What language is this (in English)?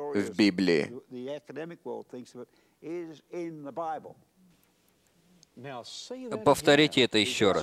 Russian